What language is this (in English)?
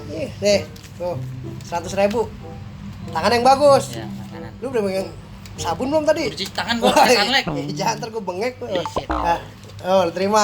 Betawi